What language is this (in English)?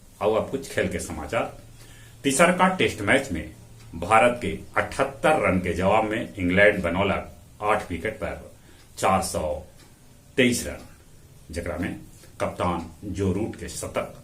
Magahi